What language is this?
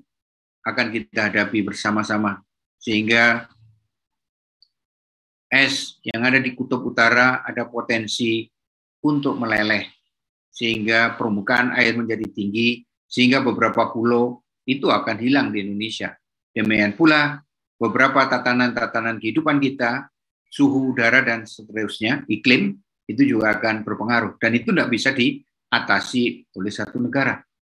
Indonesian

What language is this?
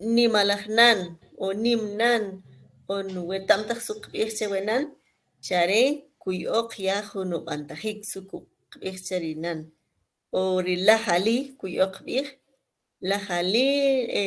Kʼicheʼ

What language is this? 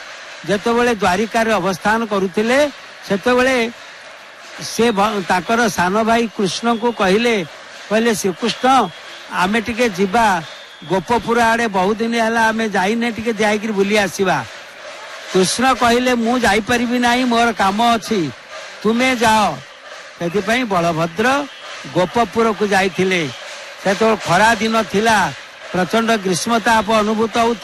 Odia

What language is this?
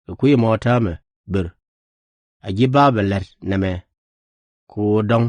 Nuer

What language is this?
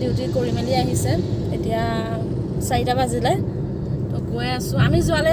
Assamese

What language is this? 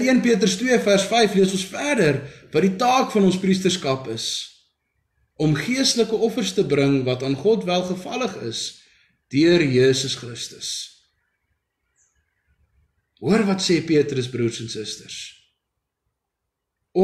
Afrikaans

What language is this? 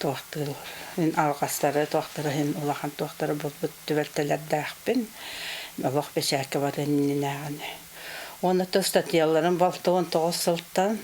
Yakut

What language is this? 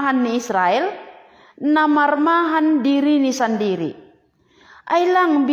Batak Simalungun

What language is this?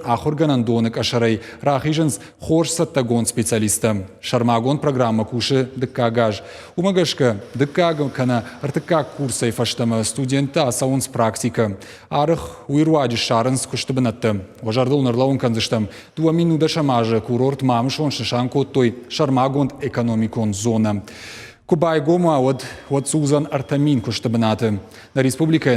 Ossetic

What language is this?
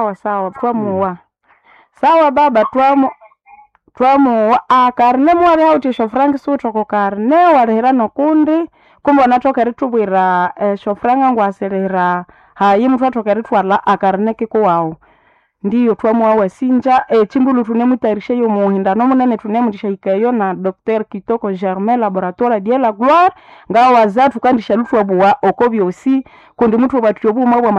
Nande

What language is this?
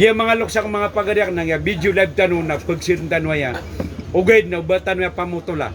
Maranao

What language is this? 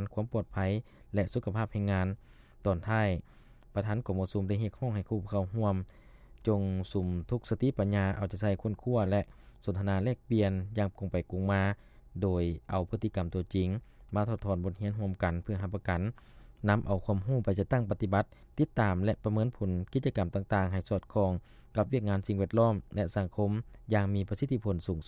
Lao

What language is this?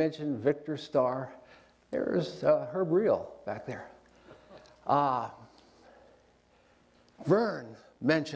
English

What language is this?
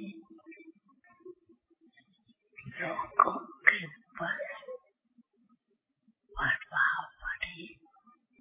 Hindi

